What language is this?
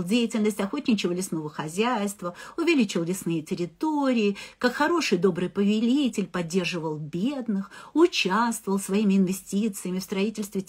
Russian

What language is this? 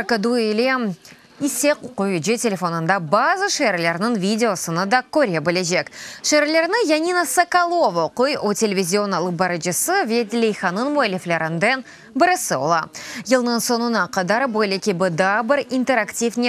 Crimean Tatar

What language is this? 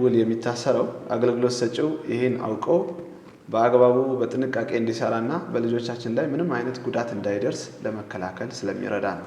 Amharic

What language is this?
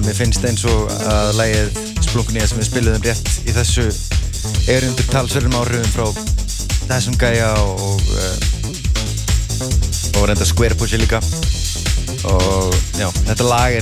Icelandic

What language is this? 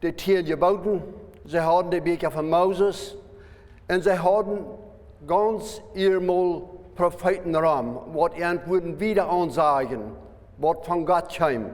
Plautdietsch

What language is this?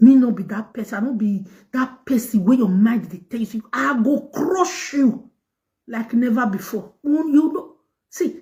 Nigerian Pidgin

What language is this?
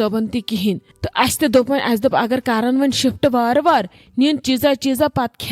Kashmiri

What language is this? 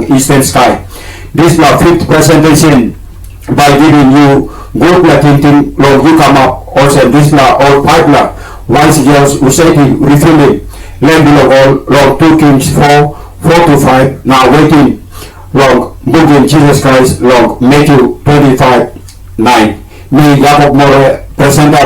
Tok Pisin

